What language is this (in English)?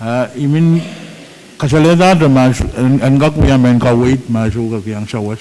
Pohnpeian